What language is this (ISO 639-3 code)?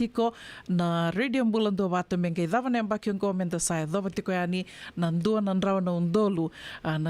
fij